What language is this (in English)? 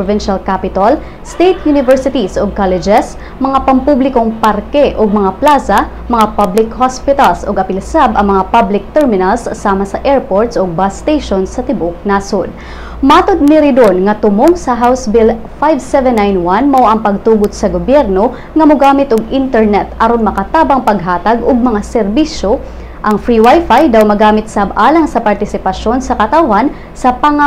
Cebuano